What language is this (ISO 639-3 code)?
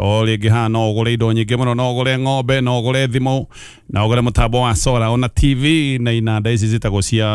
kik